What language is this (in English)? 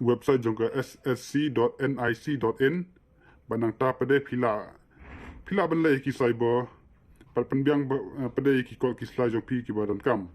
Khasi